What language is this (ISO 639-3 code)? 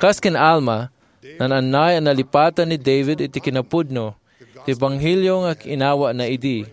ilo